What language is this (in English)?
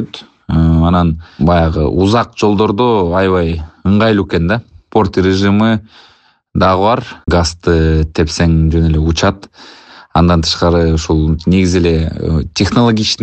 Kyrgyz